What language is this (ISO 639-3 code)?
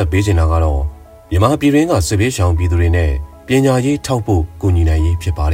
mya